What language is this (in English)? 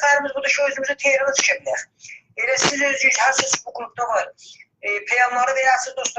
South Azerbaijani